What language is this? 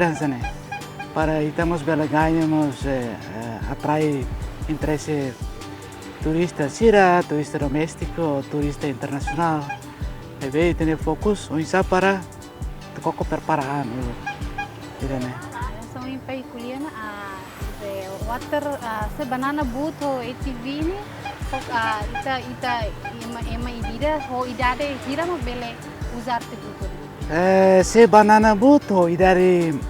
Tetum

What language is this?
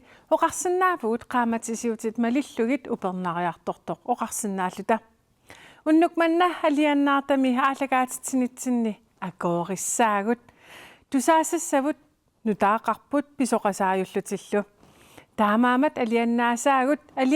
Kalaallisut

